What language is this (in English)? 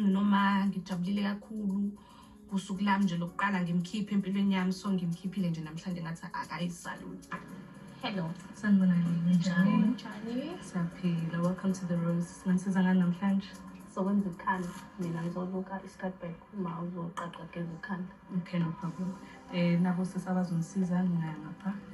Zulu